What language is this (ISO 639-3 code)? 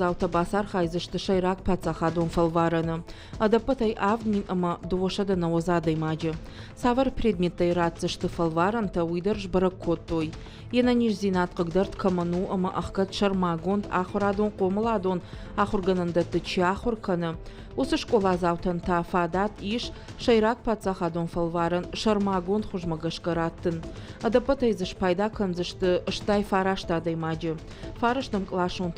oss